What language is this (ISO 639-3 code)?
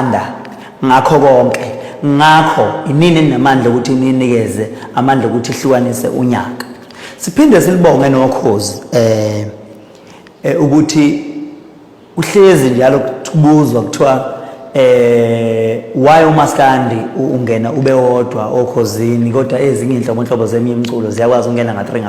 zul